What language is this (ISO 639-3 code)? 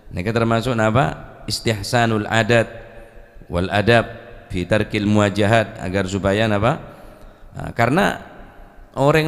mad